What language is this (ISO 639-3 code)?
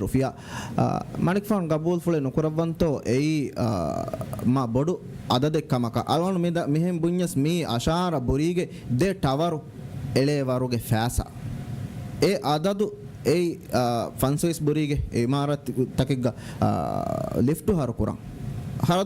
div